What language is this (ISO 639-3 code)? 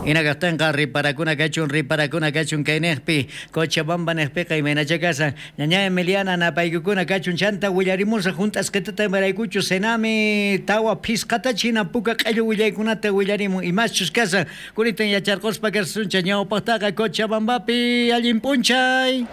quh